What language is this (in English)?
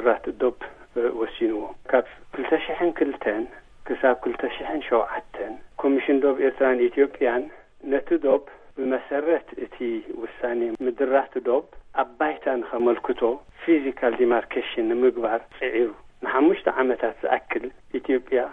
Tigrinya